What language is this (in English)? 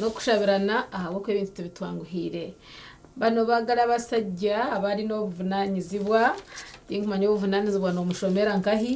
Nyankole